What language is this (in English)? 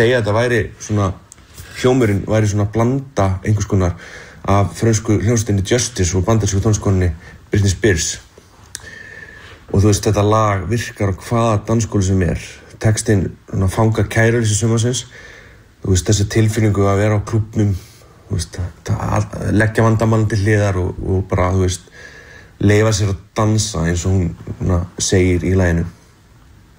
Icelandic